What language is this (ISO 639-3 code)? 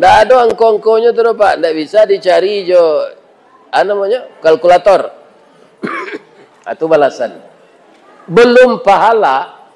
min